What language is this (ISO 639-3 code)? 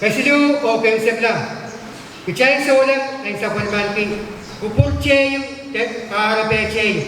pon